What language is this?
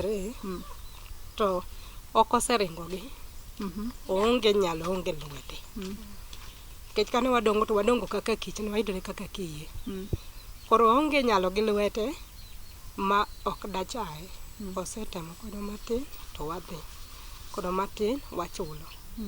Luo (Kenya and Tanzania)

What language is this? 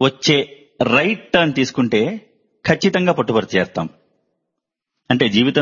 Telugu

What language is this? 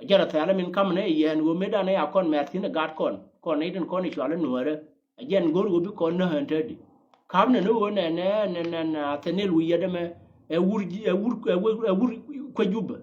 Nuer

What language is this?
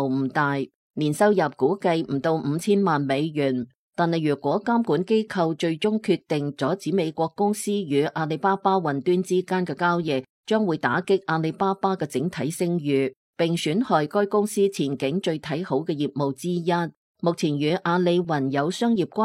Cantonese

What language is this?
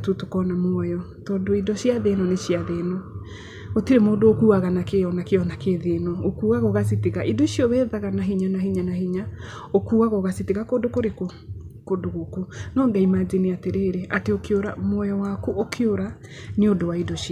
Kikuyu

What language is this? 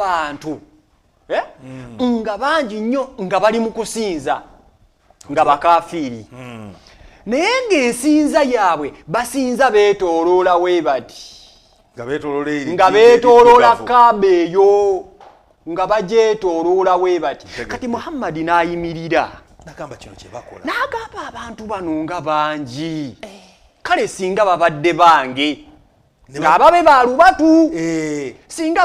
Ganda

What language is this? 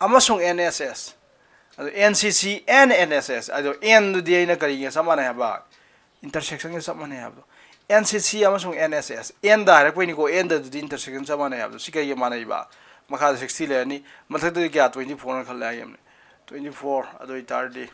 Manipuri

